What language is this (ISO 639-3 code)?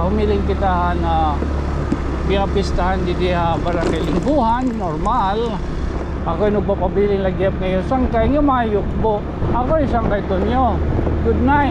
war